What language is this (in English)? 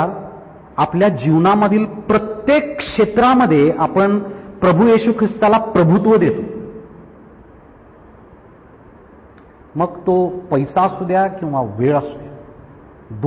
Marathi